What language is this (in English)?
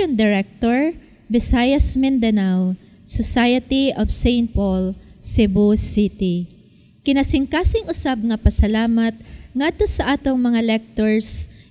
Cebuano